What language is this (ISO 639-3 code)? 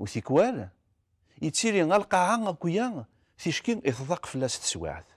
kab